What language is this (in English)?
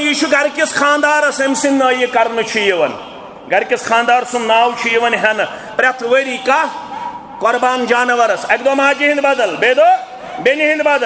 Kashmiri